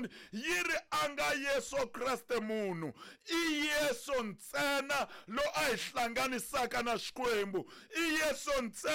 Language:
Tsonga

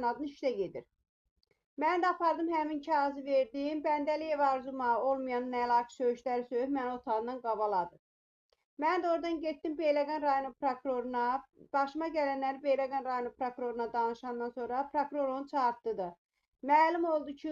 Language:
Azerbaijani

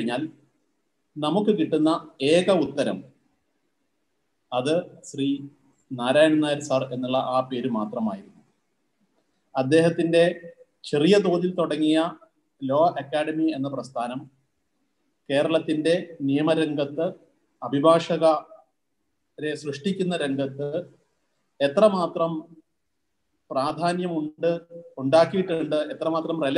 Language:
Malayalam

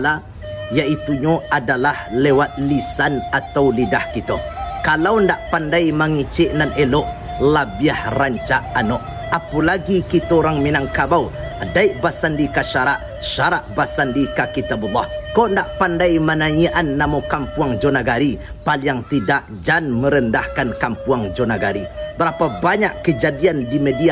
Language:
Minangkabau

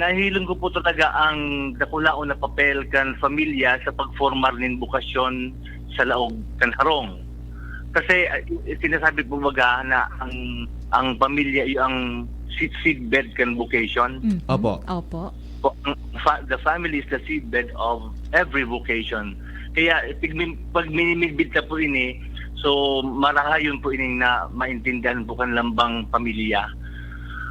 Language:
Bikol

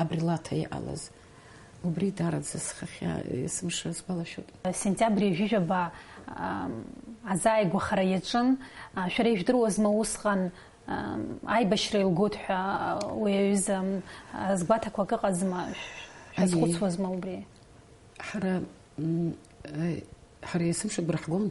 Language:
Abkhazian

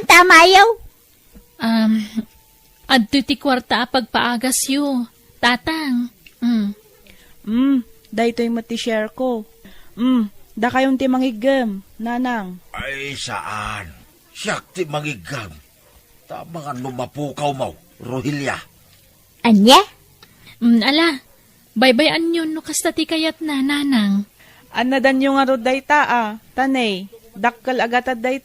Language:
Iloko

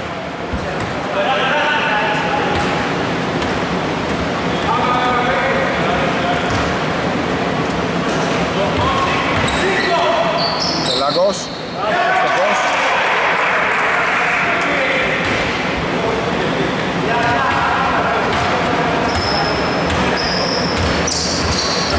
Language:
Greek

